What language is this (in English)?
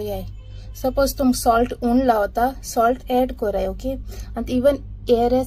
Konkani